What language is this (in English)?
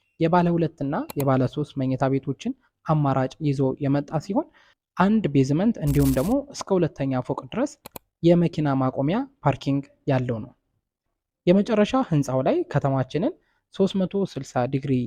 Amharic